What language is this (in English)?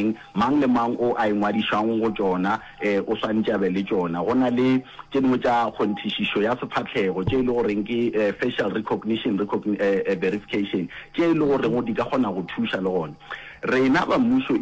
Northern Sotho